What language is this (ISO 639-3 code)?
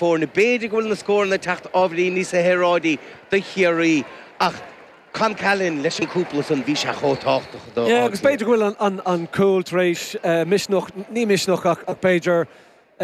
gle